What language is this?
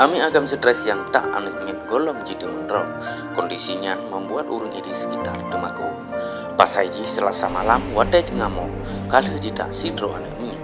Achinese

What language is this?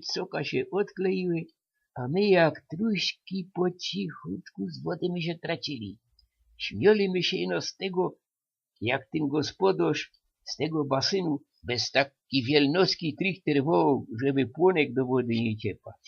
Silesian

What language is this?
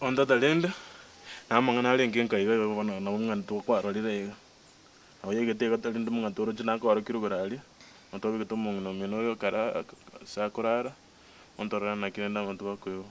Gusii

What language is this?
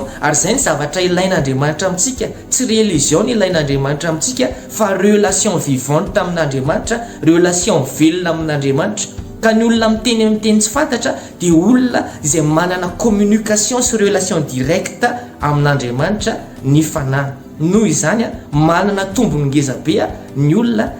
Malagasy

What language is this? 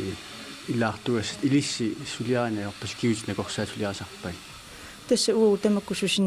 Kalaallisut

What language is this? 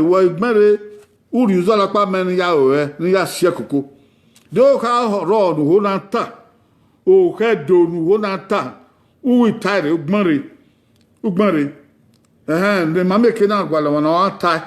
Bini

